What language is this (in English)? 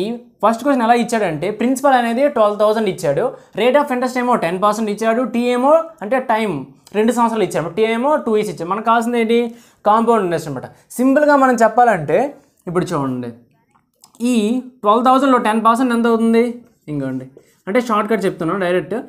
Telugu